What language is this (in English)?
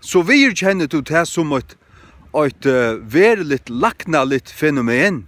Faroese